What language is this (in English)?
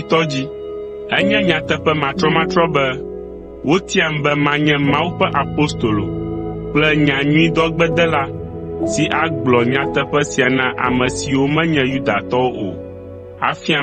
Ewe